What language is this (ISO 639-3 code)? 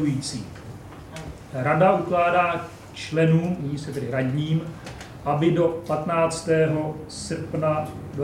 ces